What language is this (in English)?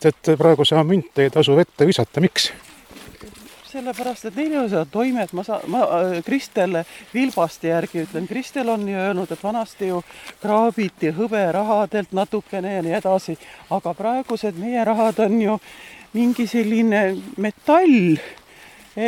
Estonian